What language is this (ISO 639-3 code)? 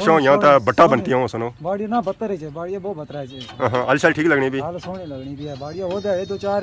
phr